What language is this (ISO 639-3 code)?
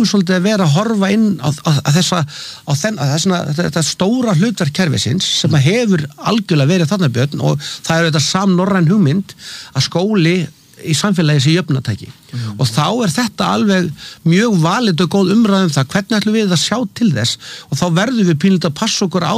isl